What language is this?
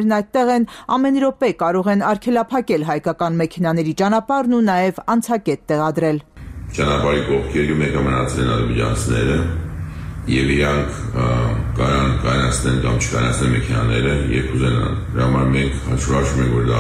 Armenian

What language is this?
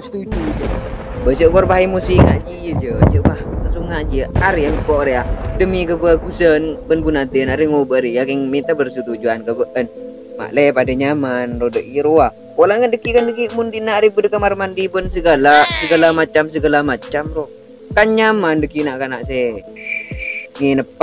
Madurese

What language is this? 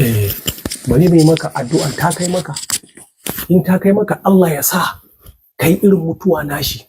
Hausa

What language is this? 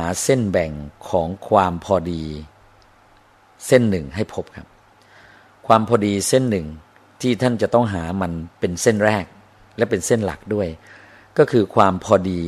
Thai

